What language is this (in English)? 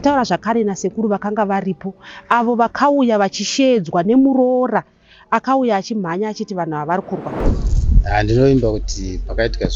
Shona